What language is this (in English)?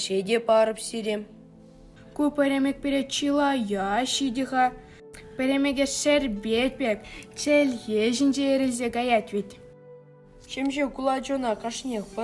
Chuvash